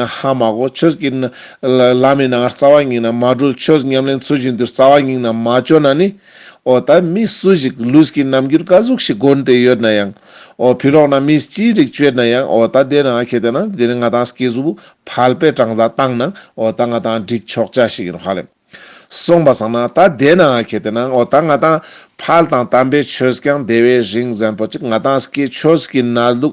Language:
Ladakhi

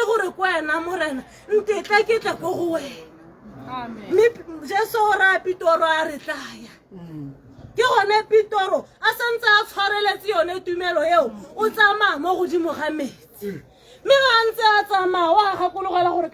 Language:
Tswana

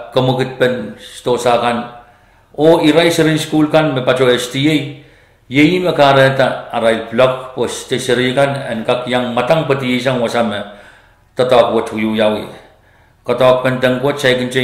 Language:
Pohnpeian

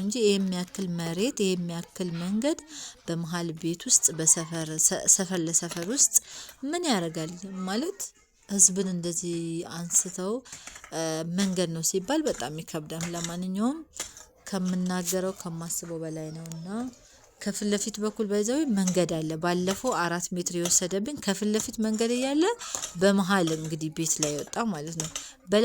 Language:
Amharic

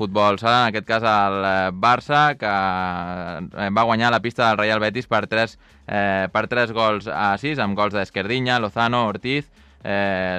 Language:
Catalan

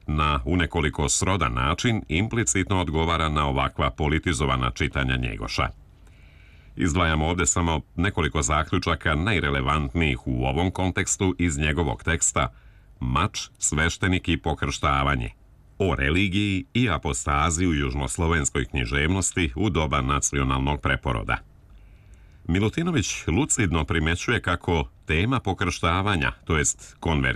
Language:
Serbian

